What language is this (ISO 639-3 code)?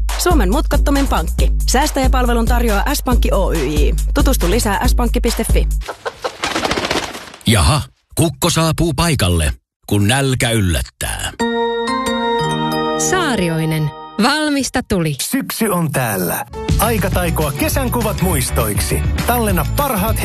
fin